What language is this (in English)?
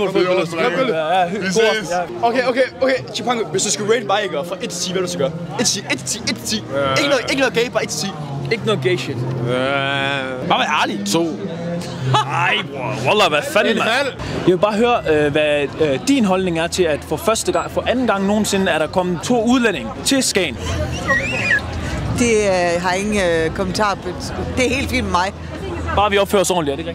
Danish